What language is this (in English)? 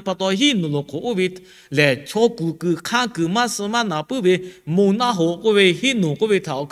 Lahu